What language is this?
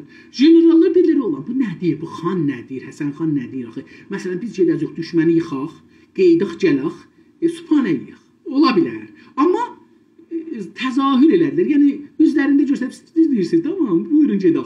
South Azerbaijani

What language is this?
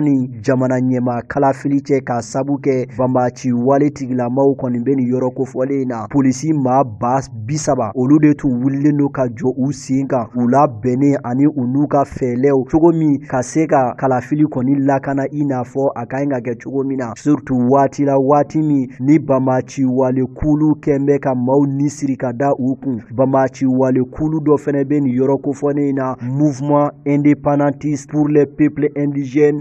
Bambara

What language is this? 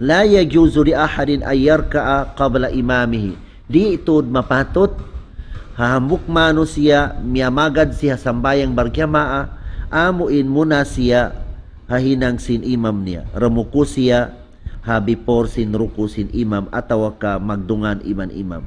Tausug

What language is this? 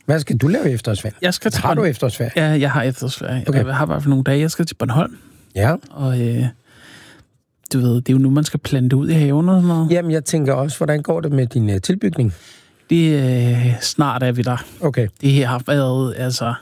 Danish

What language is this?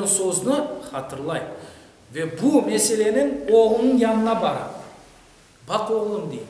Crimean Tatar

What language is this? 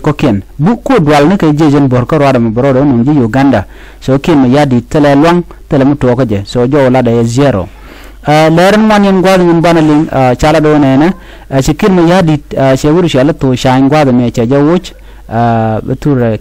Nuer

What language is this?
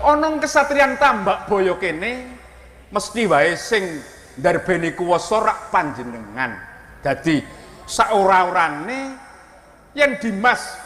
Javanese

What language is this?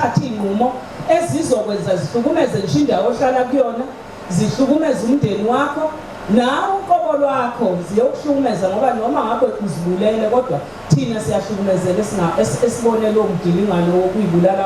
Zulu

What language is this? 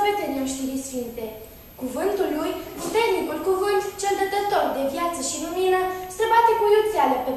Romanian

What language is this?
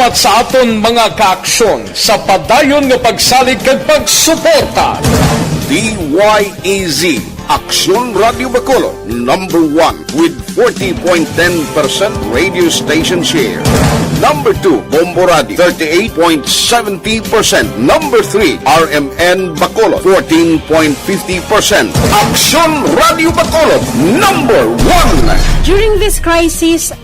Hiligaynon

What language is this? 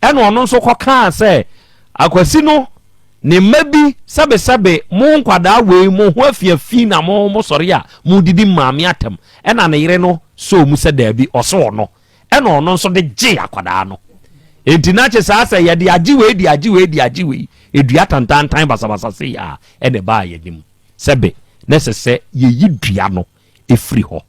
Akan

